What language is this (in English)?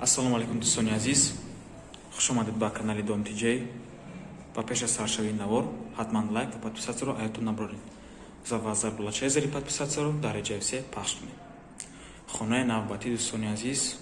Tajik